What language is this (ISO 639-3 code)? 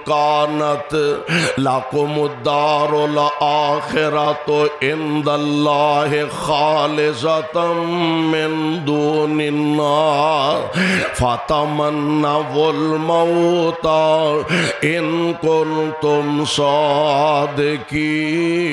lah